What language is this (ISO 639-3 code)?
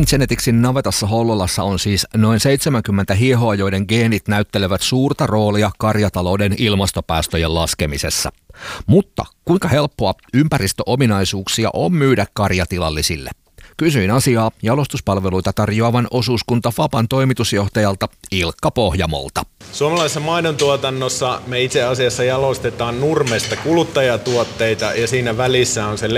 fin